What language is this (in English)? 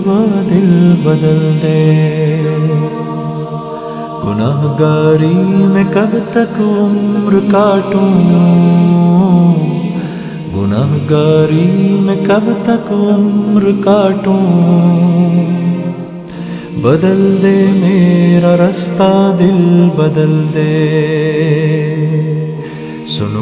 Urdu